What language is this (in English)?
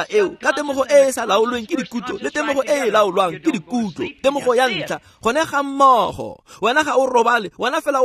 Tswana